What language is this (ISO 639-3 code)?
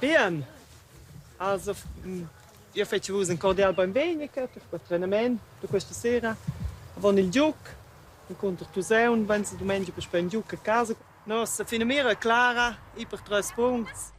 roh